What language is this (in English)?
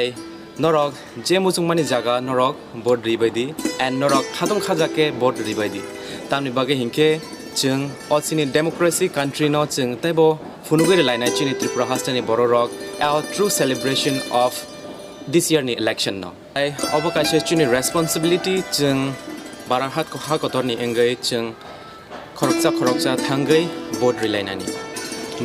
Kok Borok